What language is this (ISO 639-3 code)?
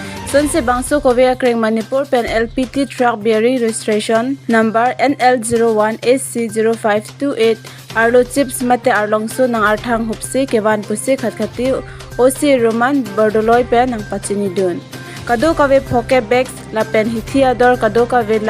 mjw